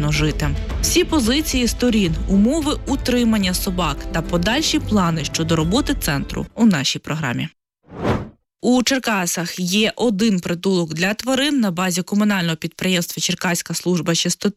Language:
Ukrainian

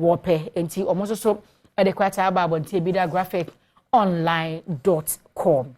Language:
Akan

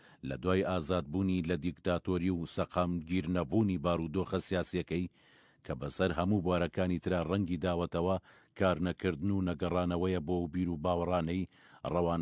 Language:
Central Kurdish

